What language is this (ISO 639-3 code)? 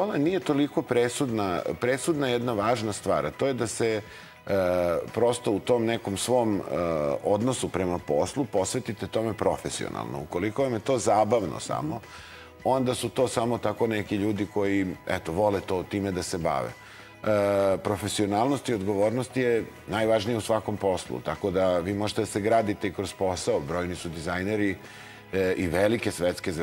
srp